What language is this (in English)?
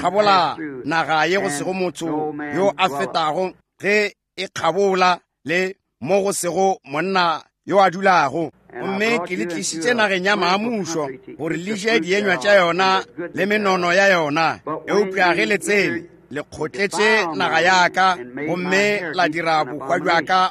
Northern Sotho